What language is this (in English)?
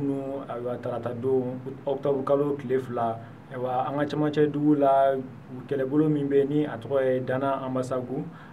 Bambara